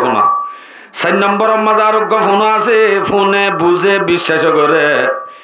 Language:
Rohingya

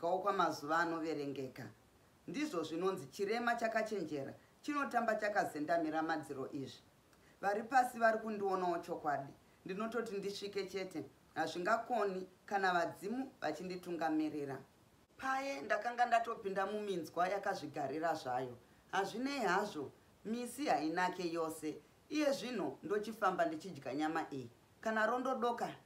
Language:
Shona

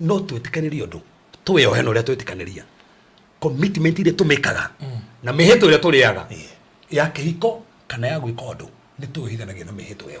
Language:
Kikuyu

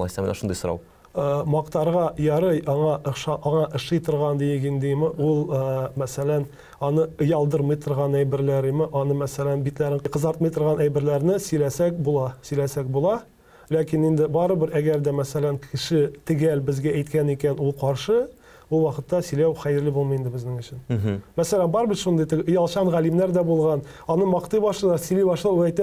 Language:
Tatar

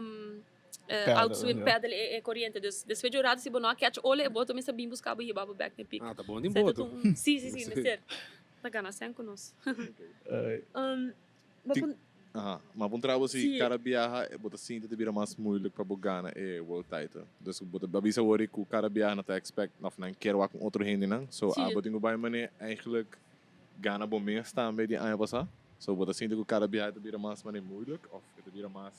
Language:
Papiamento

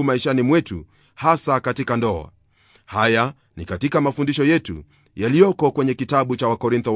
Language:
Swahili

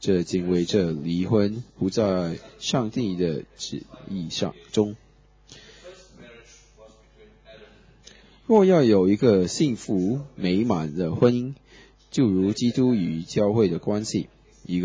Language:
Chinese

